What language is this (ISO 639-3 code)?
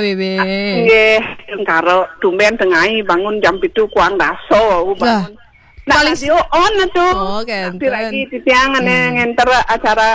ban